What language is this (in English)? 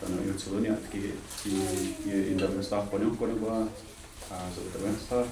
Mohawk